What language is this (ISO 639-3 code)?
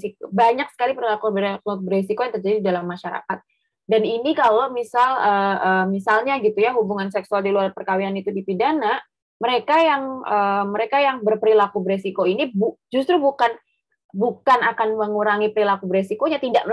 ind